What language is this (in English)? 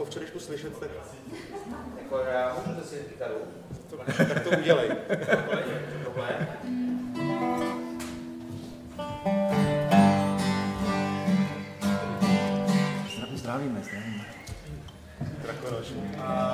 Czech